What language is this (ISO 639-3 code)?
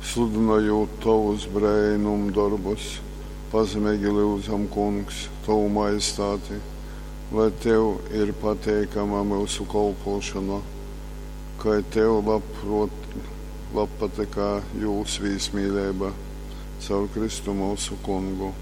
ltg